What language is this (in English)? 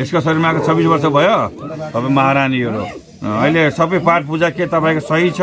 Nepali